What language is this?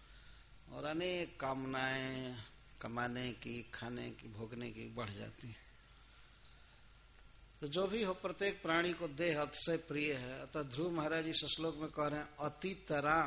Hindi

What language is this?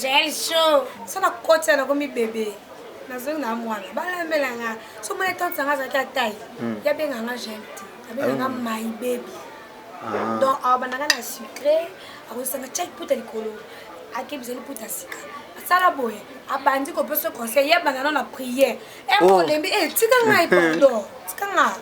Lingala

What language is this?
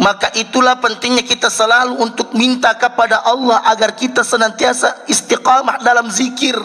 Buginese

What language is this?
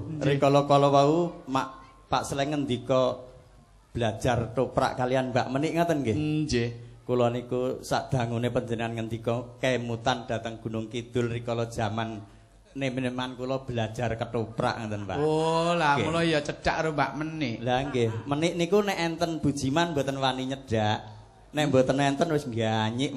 Javanese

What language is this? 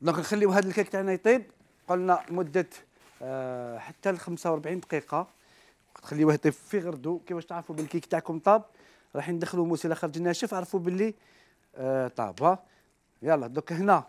Algerian Arabic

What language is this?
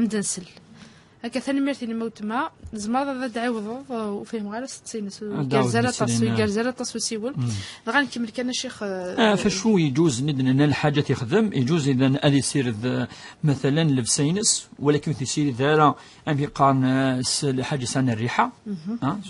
Kabyle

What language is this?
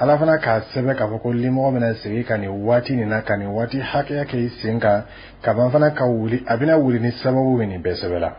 Bambara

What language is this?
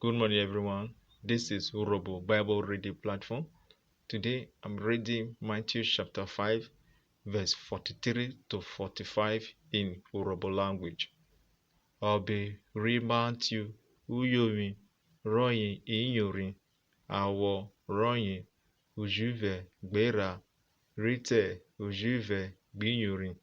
Urhobo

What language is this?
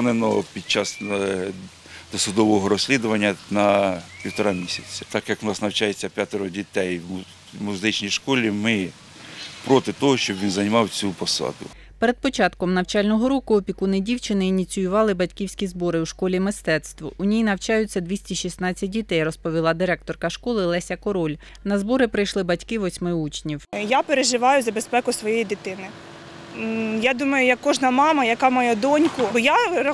Ukrainian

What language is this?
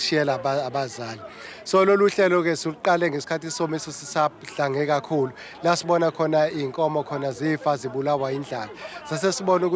Zulu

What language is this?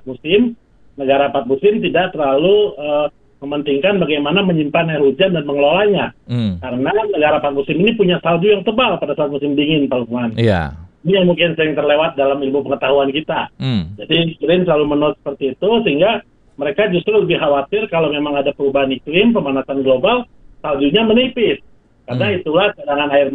Indonesian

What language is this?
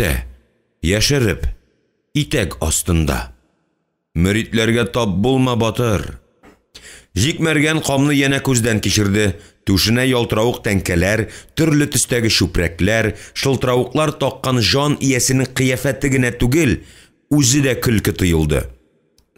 Tatar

